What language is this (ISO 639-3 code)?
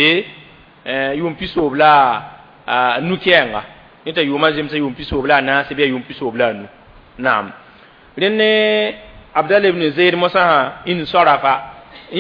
mos